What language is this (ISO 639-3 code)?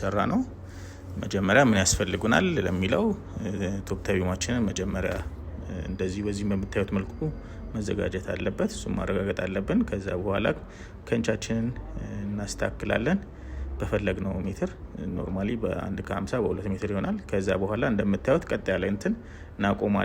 amh